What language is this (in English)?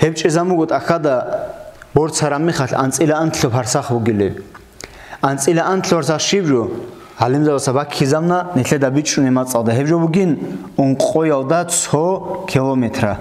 Avaric